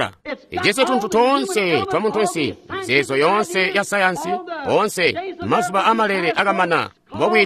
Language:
Tonga (Zambia)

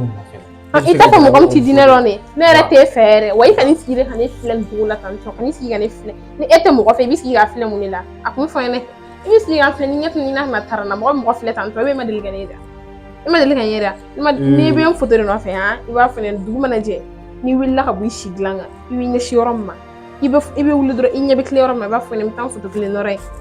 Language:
Bambara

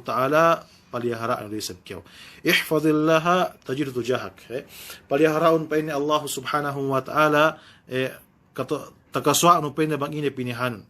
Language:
Yakan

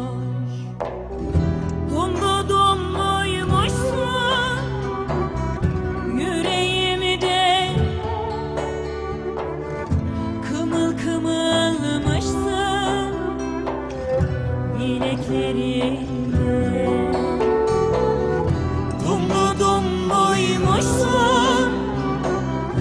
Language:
Turkish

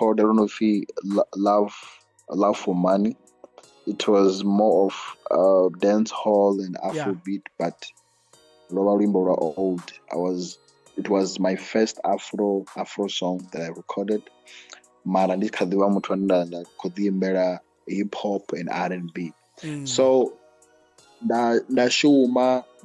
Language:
Venda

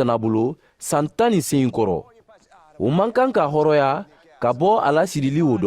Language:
Mandingo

